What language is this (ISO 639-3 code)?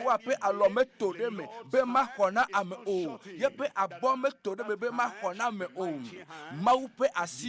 ewe